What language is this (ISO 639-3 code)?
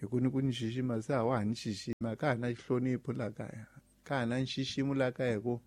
tso